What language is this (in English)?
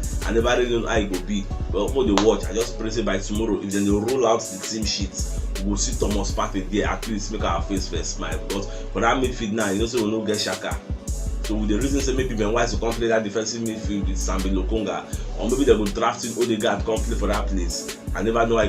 Nigerian Pidgin